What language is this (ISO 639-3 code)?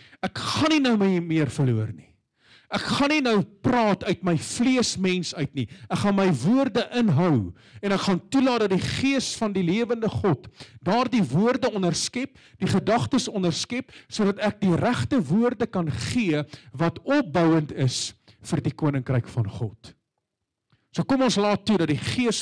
afr